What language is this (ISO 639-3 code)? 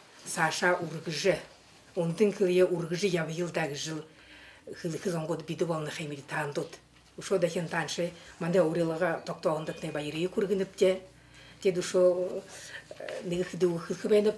bua